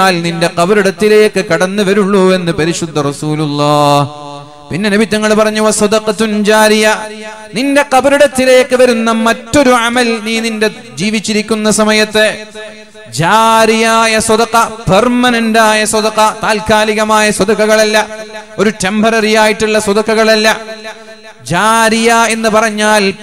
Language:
Malayalam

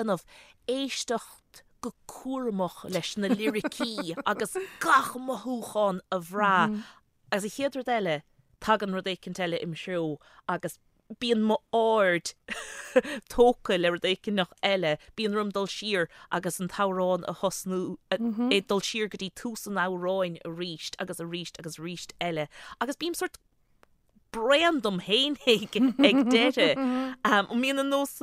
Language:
Irish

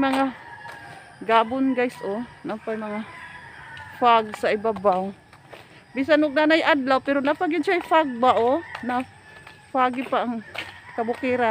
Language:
Cebuano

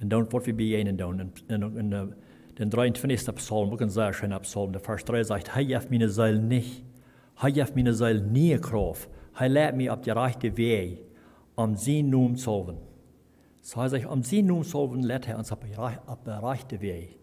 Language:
Plautdietsch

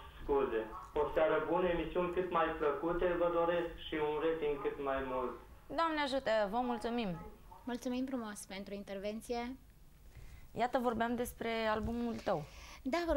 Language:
Romanian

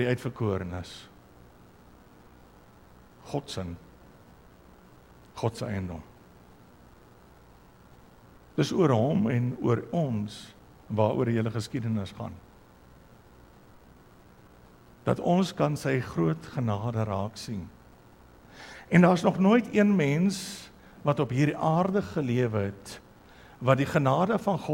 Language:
Afrikaans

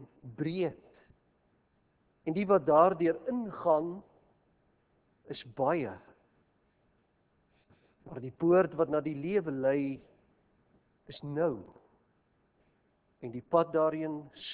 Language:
Afrikaans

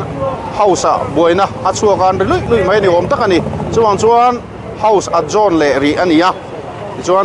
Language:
Mizo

